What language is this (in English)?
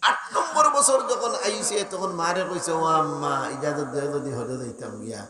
Sylheti